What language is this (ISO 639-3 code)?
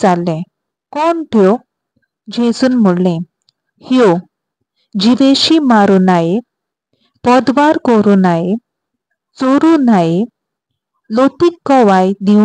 kok